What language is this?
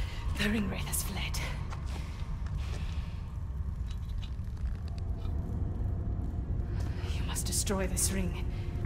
English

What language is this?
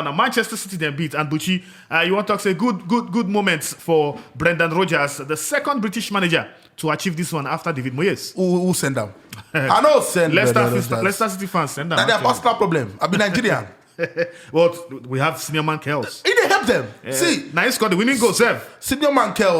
Nigerian Pidgin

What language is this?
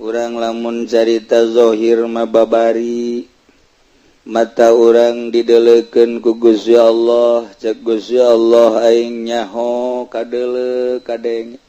Sundanese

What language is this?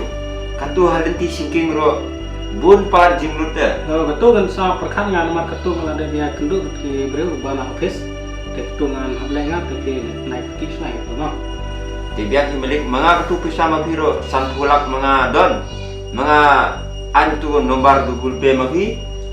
Khasi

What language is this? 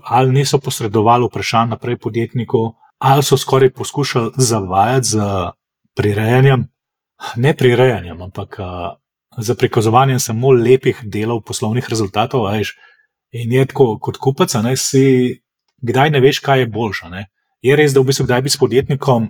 Slovenian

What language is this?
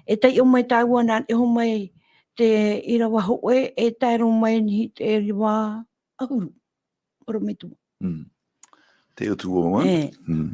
Tahitian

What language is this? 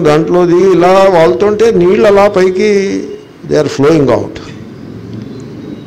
Telugu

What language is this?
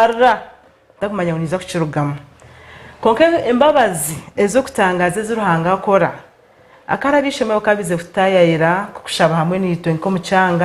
Nyankole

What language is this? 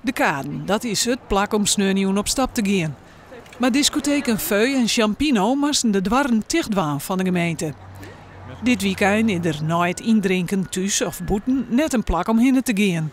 Western Frisian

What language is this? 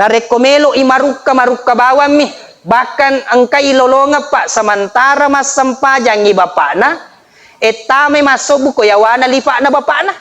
Buginese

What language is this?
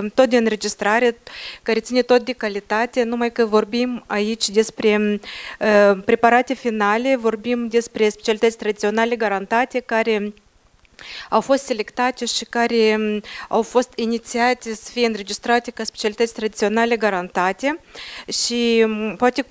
Romanian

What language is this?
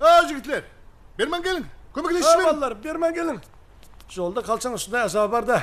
Kara-Kalpak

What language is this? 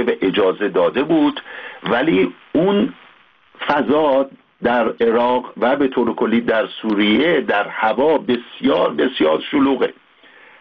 Persian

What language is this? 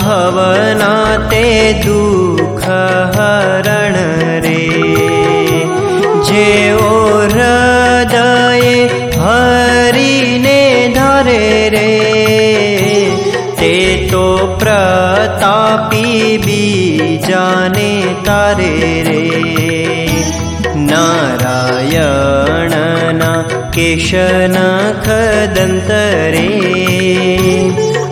Gujarati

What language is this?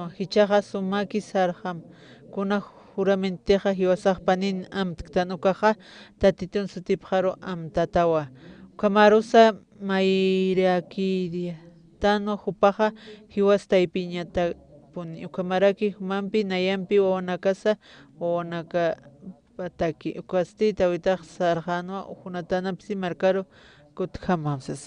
Aymara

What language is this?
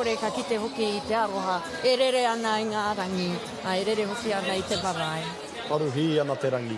Māori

